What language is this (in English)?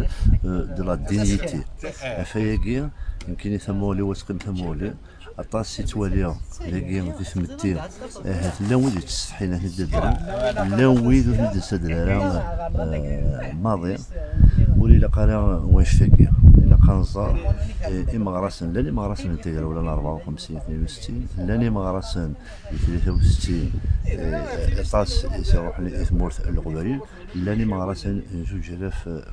Kabyle